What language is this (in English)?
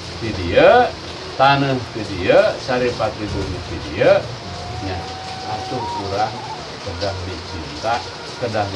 Sundanese